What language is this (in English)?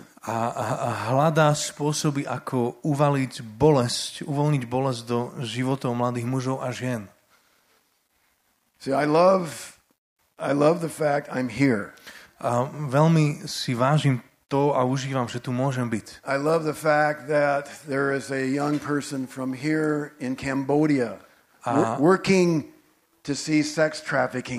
Slovak